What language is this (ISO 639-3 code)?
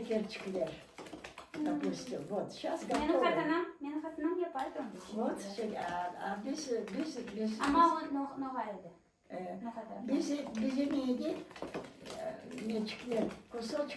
crh